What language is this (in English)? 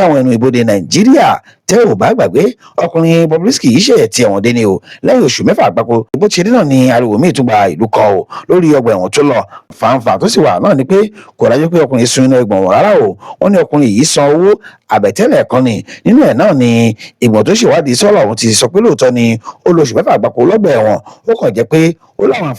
Yoruba